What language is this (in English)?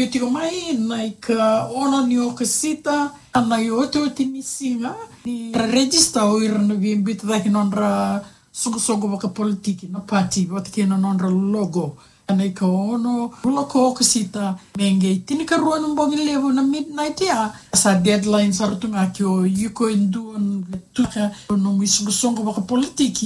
Fijian